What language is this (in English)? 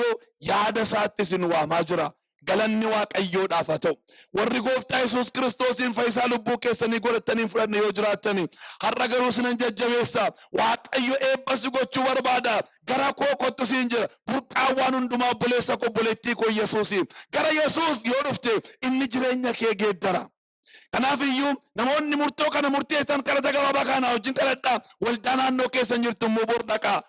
Oromo